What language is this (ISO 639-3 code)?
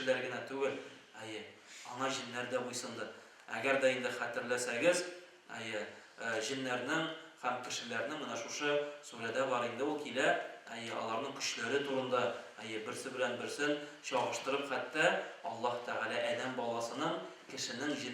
tat